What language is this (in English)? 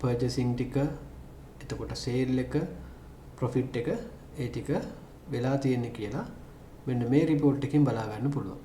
Sinhala